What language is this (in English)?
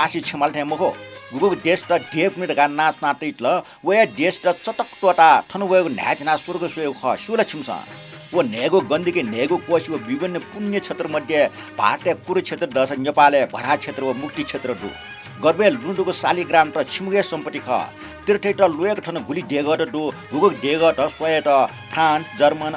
Newari